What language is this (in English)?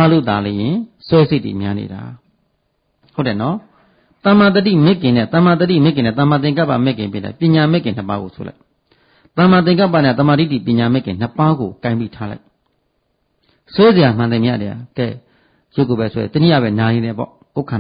Burmese